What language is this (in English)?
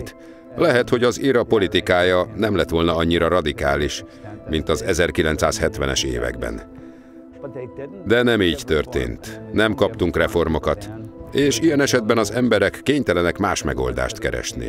Hungarian